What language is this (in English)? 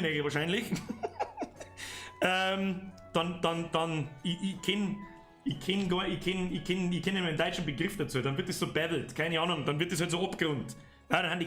Bavarian